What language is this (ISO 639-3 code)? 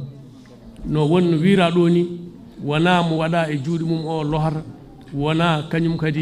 ful